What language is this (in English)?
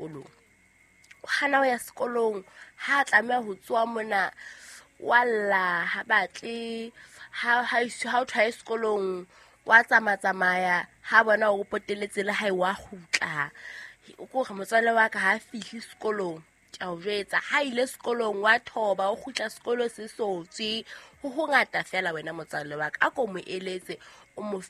Southern Sotho